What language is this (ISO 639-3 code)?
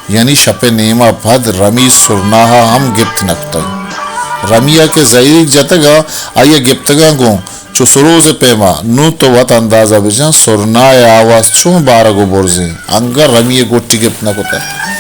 bal